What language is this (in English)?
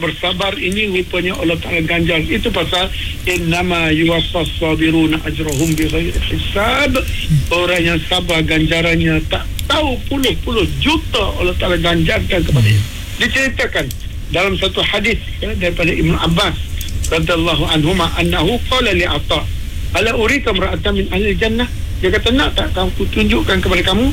Malay